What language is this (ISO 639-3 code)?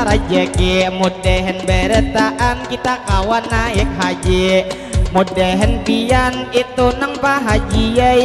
bjn